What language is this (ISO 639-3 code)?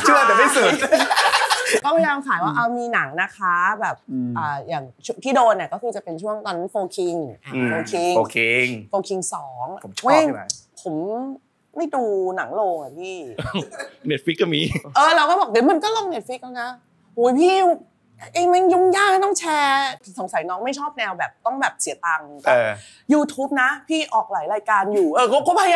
tha